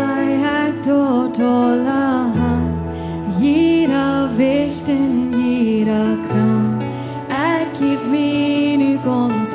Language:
Plautdietsch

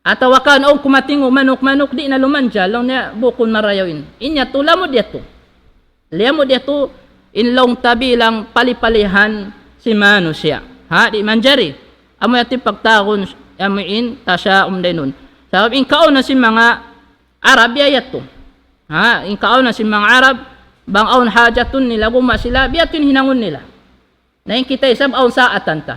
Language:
Tausug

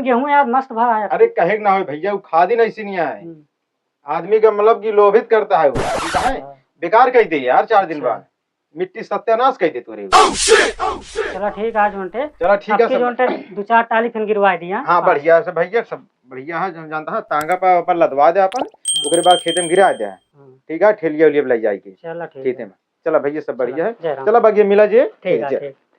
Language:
Awadhi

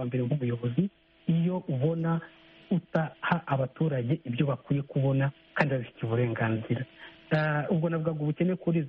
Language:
Kinyarwanda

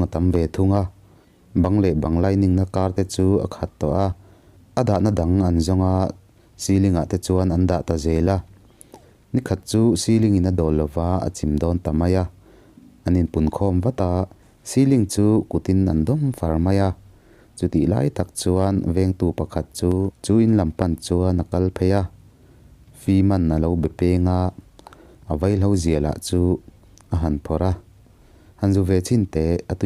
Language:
Mizo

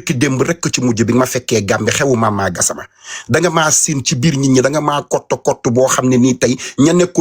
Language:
Wolof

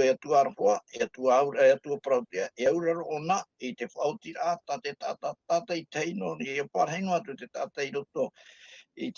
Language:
Tahitian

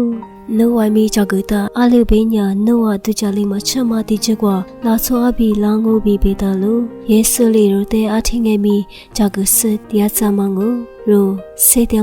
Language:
Lisu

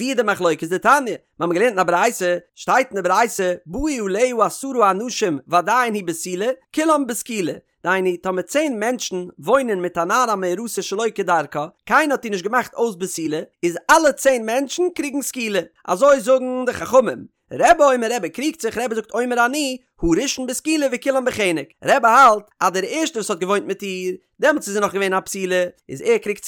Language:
Yiddish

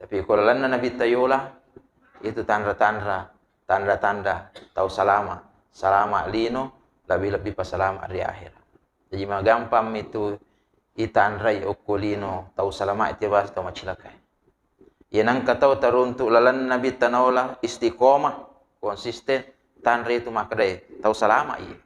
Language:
Buginese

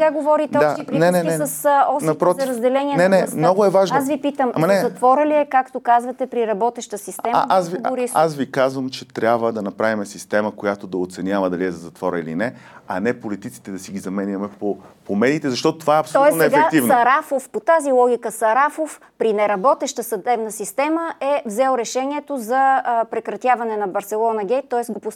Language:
Bulgarian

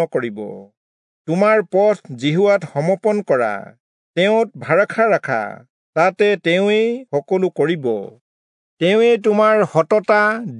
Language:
Assamese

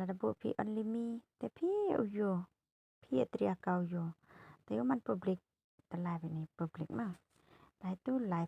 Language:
Khasi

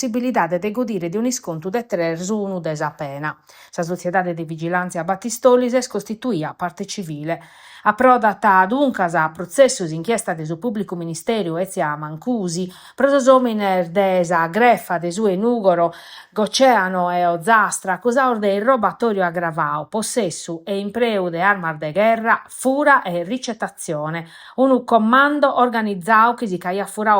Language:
Sardinian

